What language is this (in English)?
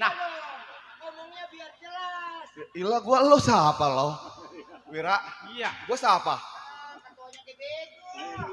Betawi